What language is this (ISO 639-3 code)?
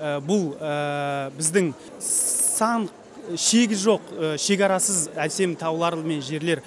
kaz